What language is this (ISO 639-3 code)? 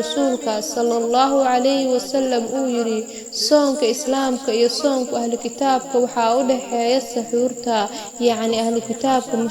som